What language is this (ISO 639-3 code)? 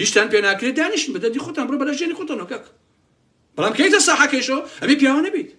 ckb